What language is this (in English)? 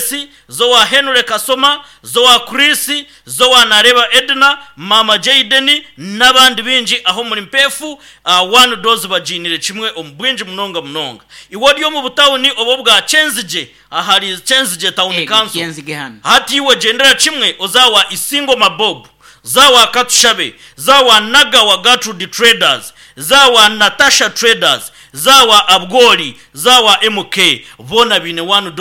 Nyankole